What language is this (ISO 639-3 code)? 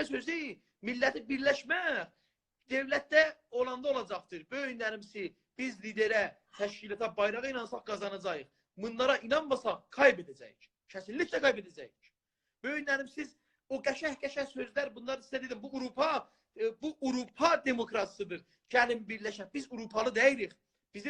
azb